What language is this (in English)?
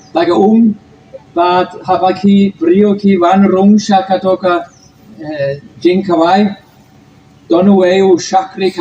Khasi